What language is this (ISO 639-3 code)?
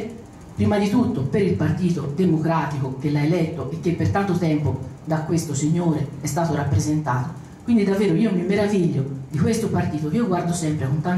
ita